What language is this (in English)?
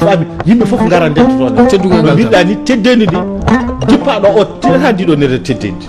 Fula